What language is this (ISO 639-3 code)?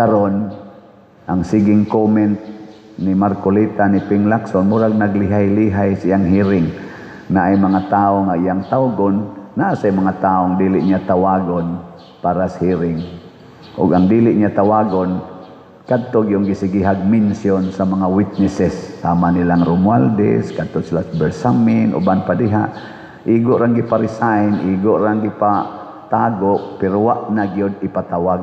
ceb